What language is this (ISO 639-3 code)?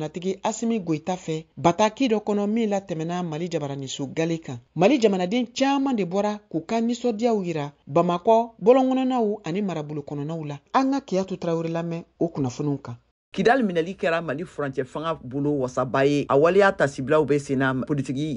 bam